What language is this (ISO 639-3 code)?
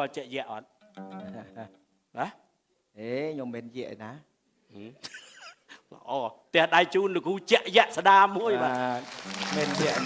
khm